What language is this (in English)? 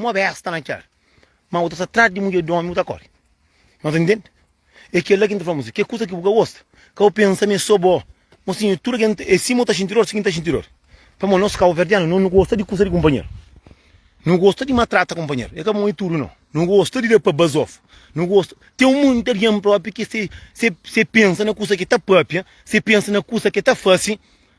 Kabuverdianu